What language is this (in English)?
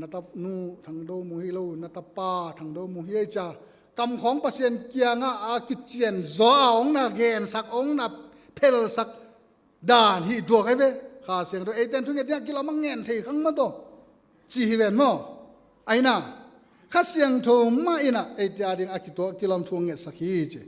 Tedim Chin